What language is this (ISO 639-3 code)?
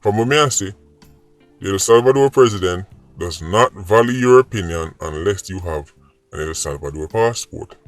jam